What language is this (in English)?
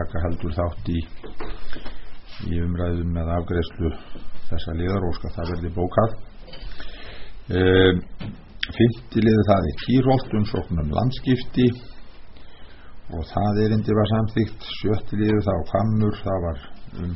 Icelandic